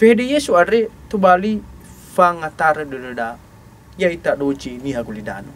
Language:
Nias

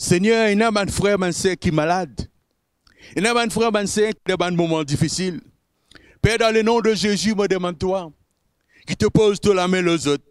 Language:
Morisyen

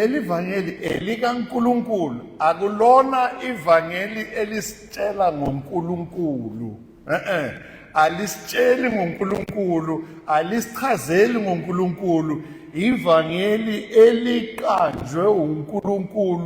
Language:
Zulu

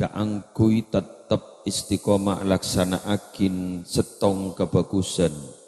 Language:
Madurese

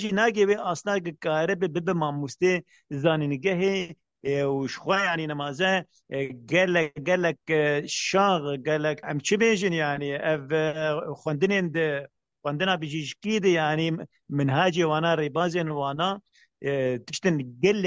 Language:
Kurdish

